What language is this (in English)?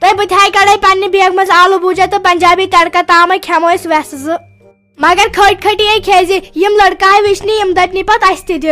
Kashmiri